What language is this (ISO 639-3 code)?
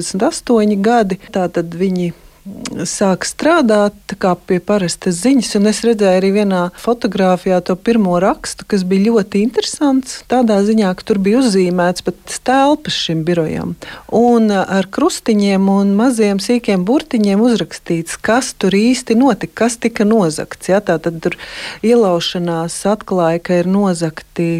lav